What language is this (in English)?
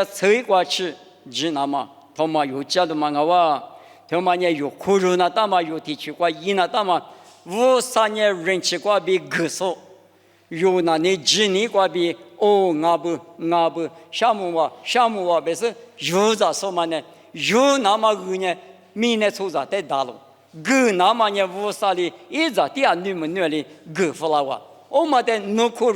Lisu